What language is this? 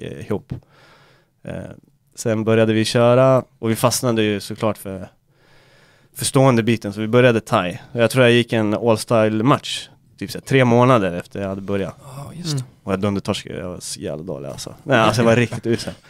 Swedish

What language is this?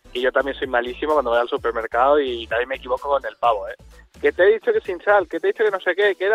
Spanish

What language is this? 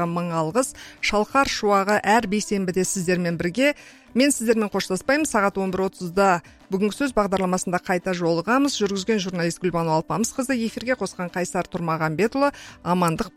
Kazakh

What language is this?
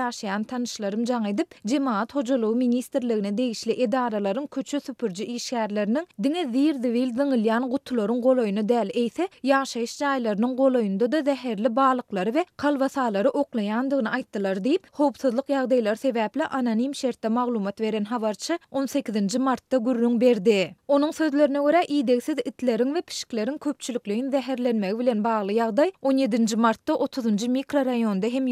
Turkmen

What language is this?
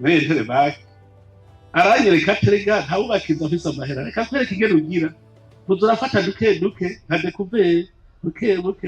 Rundi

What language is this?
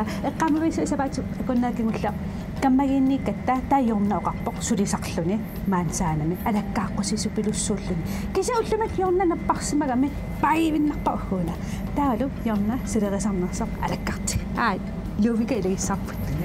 Kalaallisut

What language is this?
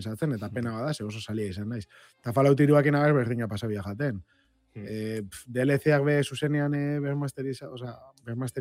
Basque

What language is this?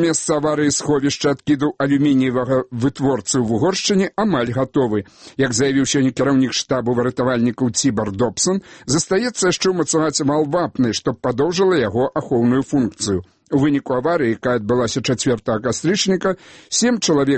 Belarusian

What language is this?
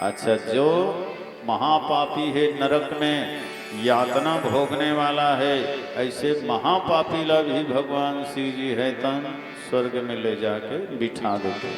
Chhattisgarhi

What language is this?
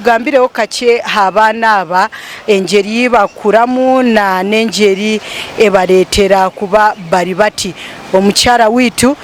Nyankole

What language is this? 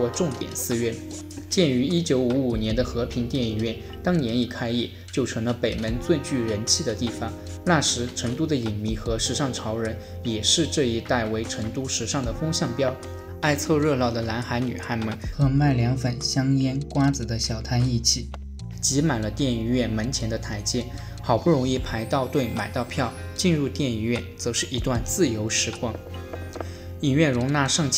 Chinese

